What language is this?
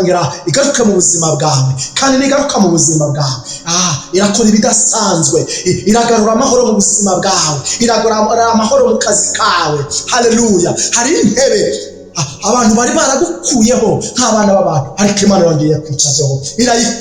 Kinyarwanda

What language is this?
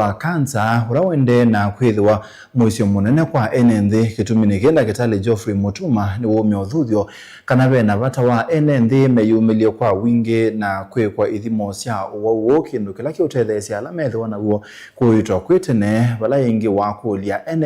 Kamba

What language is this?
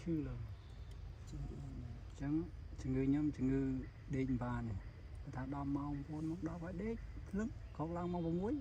Khmer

